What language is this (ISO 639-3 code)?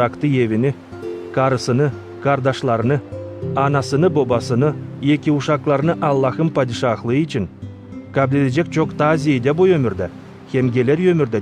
gag